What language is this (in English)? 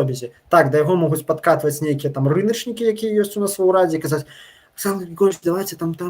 Belarusian